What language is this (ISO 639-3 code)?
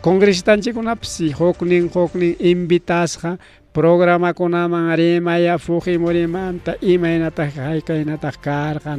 quy